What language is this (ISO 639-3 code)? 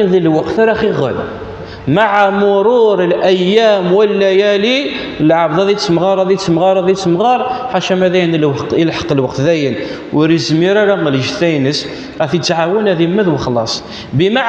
kab